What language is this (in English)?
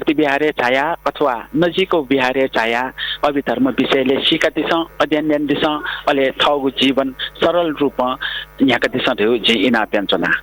Newari